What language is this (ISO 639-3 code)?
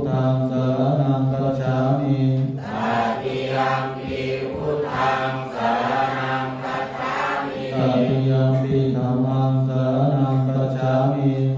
pli